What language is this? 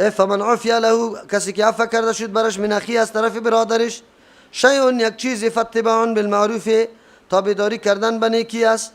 Persian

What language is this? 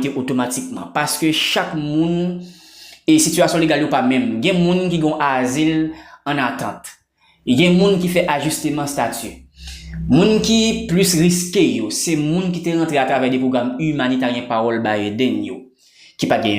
Haitian Creole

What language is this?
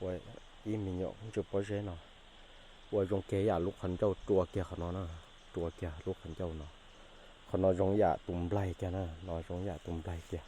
Hmong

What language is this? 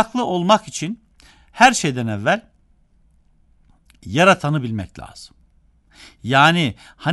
Turkish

